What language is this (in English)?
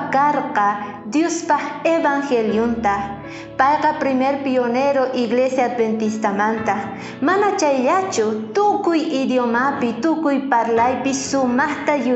South Bolivian Quechua